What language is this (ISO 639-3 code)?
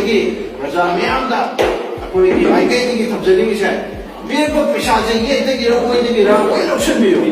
mni